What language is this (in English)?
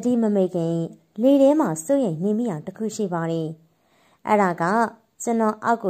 Burmese